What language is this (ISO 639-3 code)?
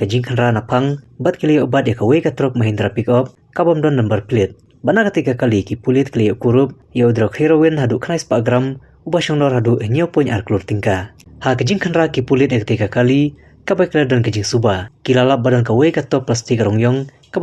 kha